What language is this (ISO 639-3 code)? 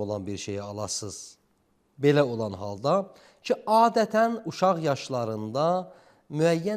aze